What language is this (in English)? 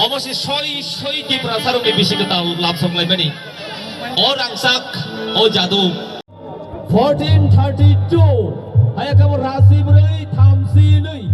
Kok Borok